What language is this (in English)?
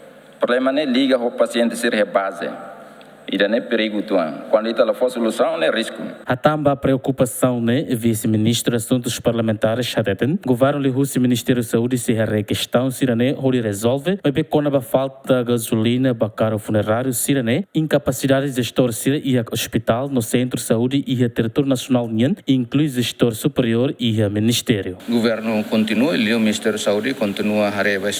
Tetum